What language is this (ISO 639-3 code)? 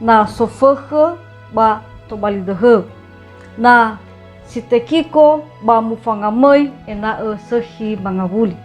nia